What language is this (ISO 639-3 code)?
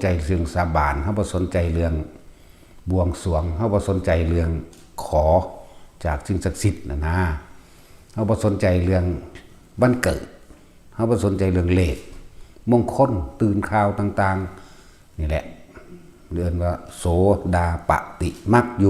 tts